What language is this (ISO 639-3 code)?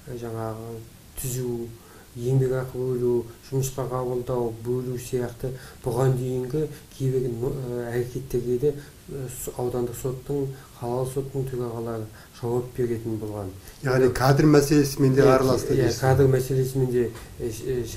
kaz